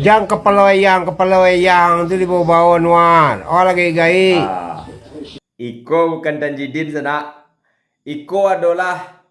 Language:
Minangkabau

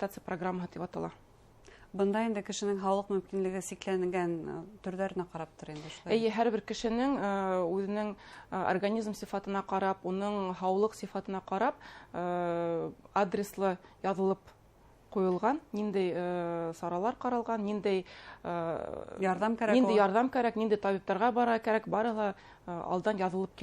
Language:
Bashkir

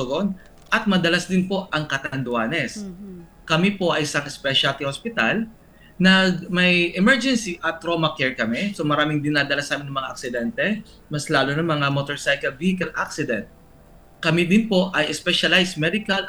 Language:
Filipino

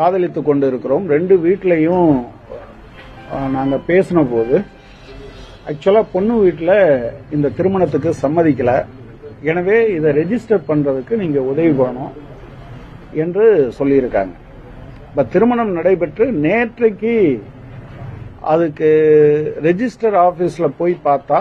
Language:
Tamil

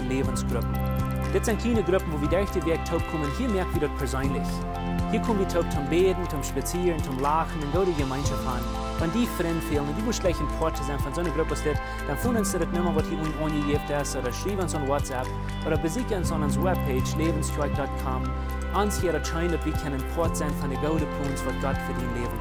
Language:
Plautdietsch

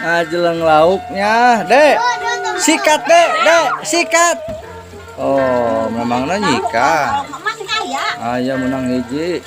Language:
Sundanese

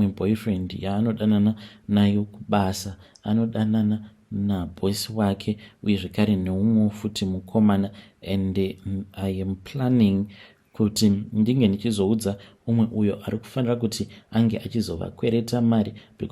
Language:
Shona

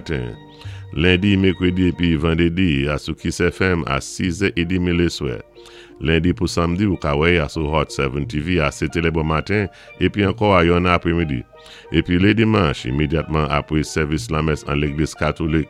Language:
Saint Lucian Creole French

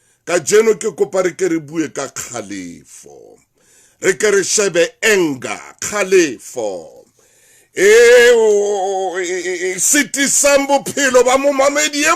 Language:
Southern Sotho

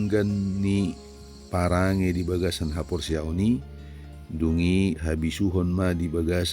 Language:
Batak Toba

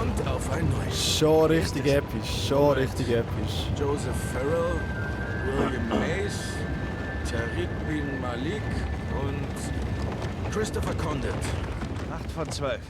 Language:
Swiss German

